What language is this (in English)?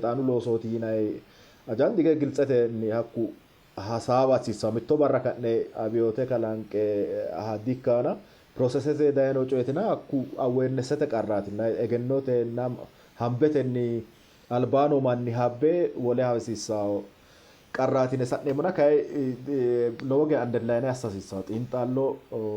Sidamo